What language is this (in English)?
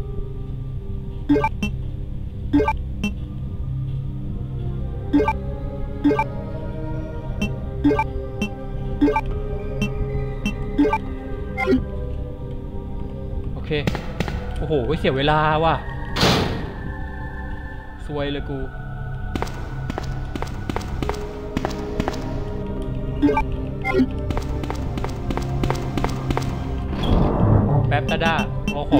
Thai